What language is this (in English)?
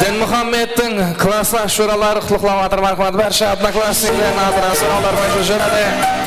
Kara-Kalpak